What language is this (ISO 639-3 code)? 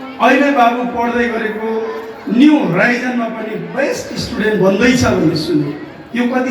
nep